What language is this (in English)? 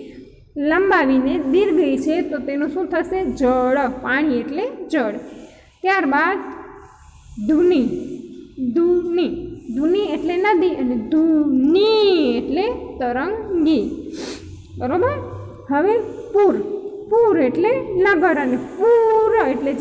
Gujarati